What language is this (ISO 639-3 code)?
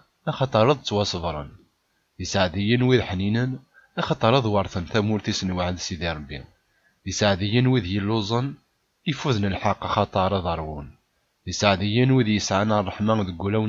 kab